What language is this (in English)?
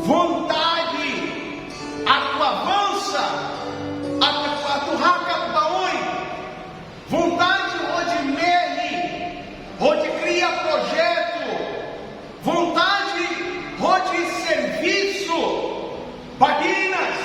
Tetum